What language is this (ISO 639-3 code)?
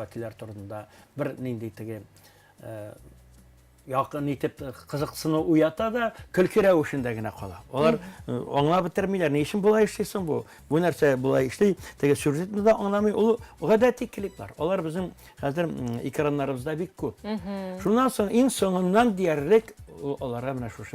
tat